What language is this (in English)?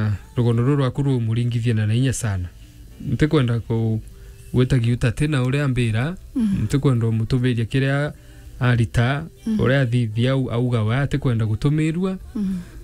Meru